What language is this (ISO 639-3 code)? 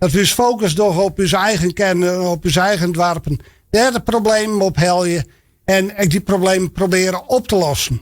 fry